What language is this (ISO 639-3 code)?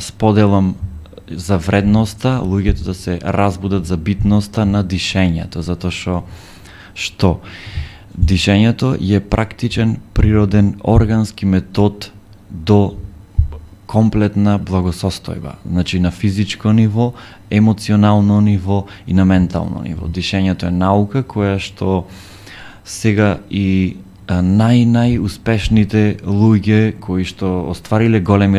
mkd